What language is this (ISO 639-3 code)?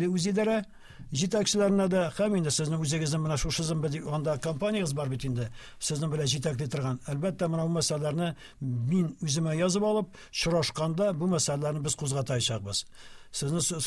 tat